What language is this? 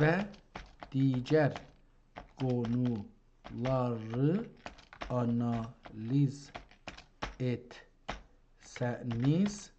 South Azerbaijani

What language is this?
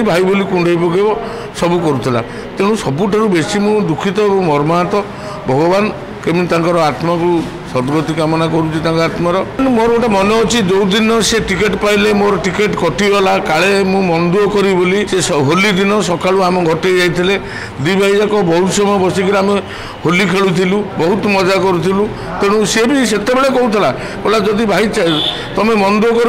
Odia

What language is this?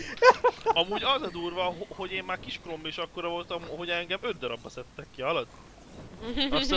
Hungarian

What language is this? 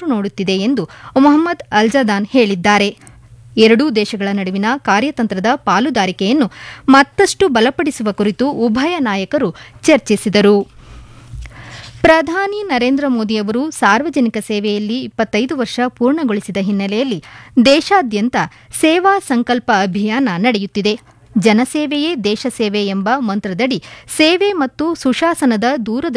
Kannada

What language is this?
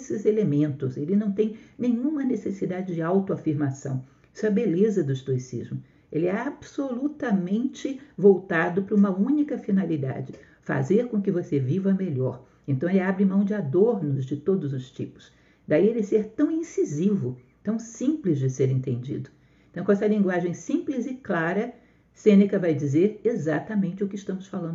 Portuguese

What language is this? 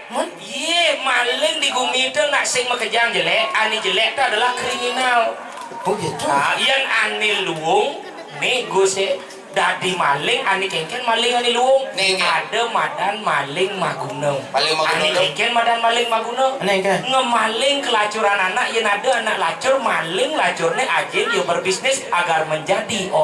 Balinese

